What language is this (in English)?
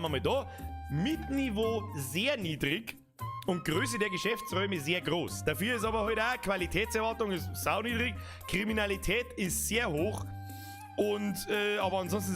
Bavarian